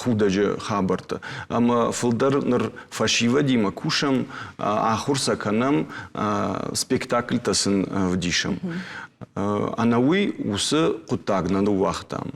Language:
Ossetic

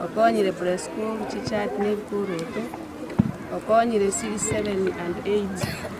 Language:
Gusii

